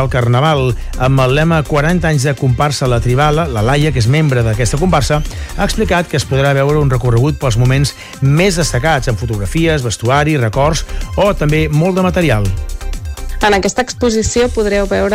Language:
Catalan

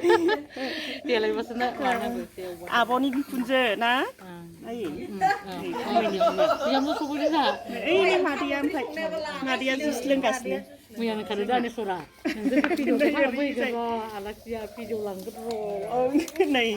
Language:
Bodo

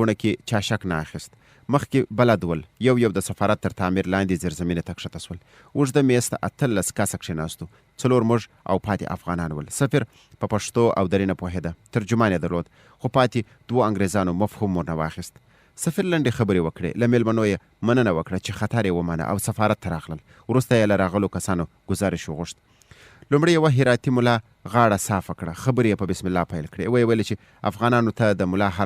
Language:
Pashto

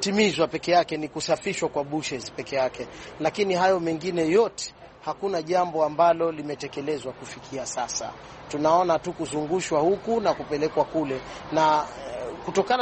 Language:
Swahili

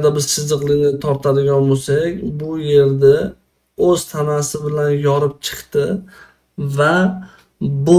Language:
Uzbek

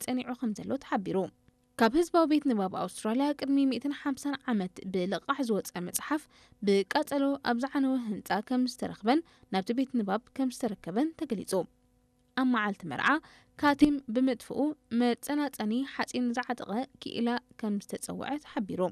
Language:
Tigrinya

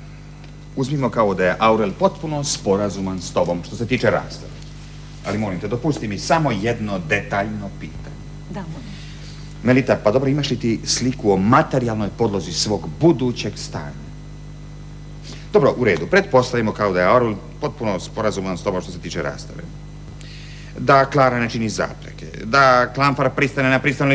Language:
Croatian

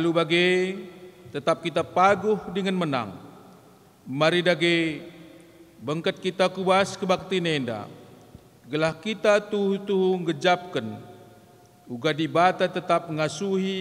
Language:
Batak Karo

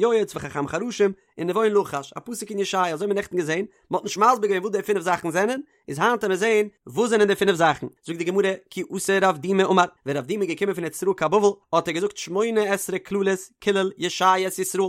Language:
Yiddish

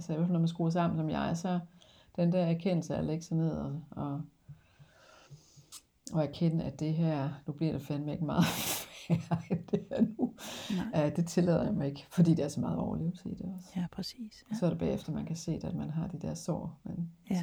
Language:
Danish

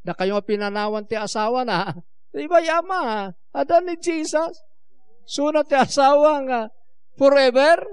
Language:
Iloko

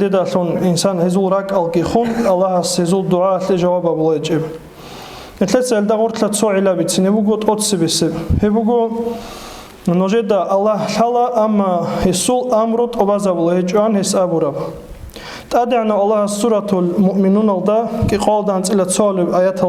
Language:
Avaric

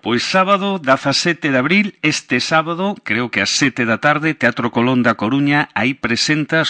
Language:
Galician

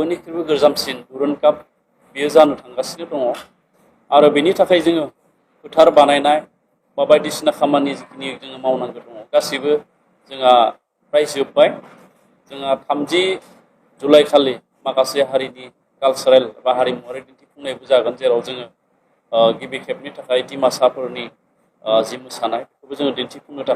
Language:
Bodo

